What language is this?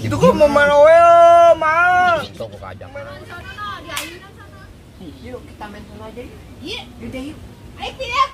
Betawi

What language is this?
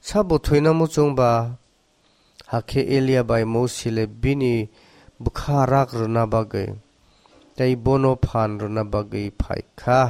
Kok Borok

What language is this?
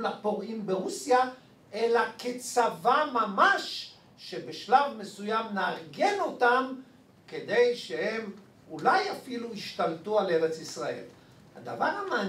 Hebrew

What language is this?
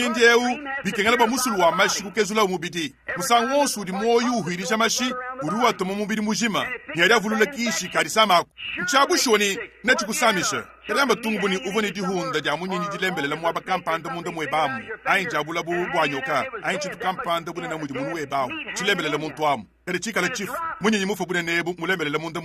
Luba-Lulua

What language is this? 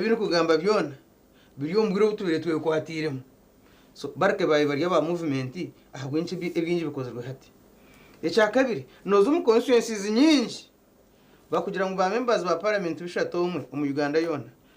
Nyankole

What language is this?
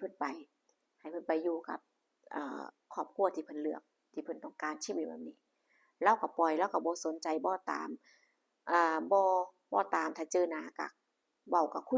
Lao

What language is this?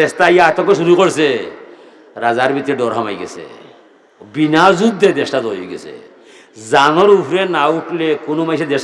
Sylheti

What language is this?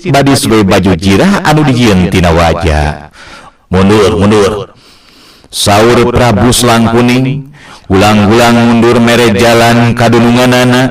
Sundanese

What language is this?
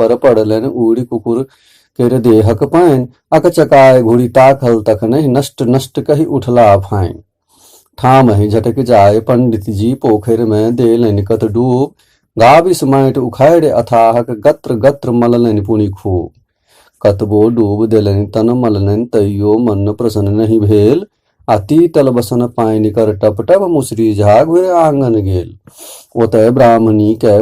Maithili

